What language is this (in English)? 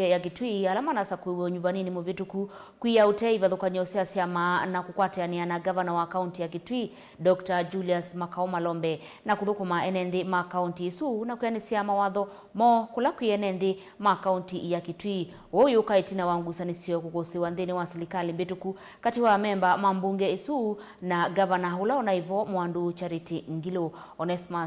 Kamba